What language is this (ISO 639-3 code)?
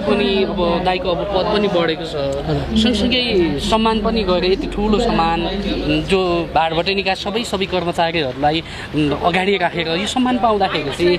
nep